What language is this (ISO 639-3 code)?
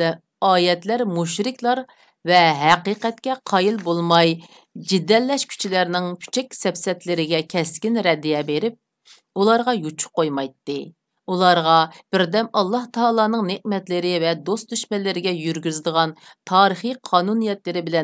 uig